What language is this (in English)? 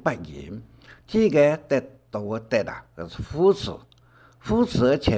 Hakka Chinese